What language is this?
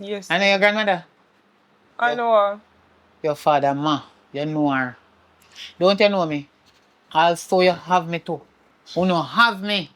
Jamaican Creole English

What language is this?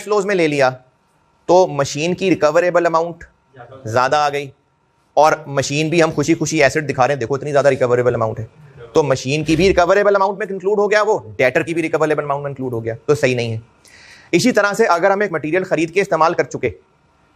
Hindi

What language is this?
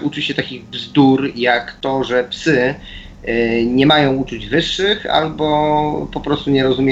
Polish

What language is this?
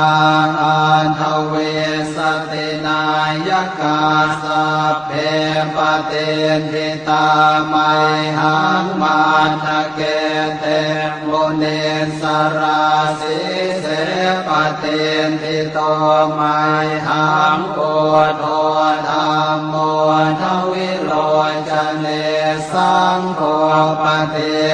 Pali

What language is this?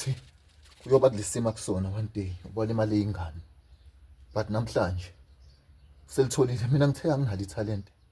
Zulu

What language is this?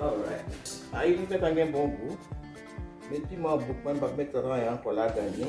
Haitian Creole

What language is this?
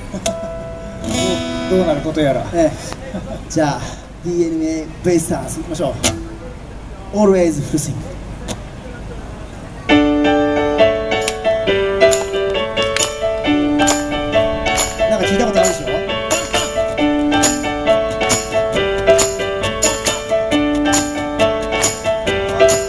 Japanese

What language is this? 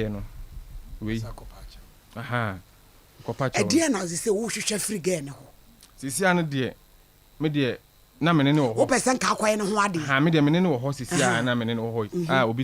Akan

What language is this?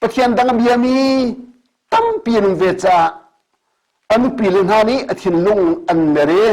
Hakha Chin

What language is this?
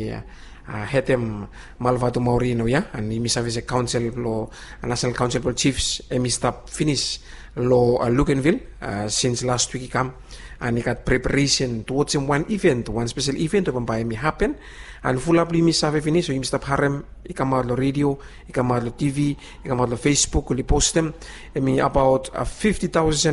Bislama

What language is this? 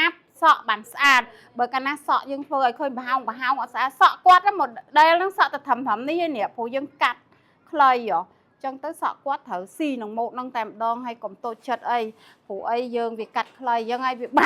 Khmer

